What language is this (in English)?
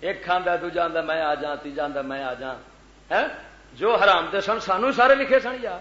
Western Panjabi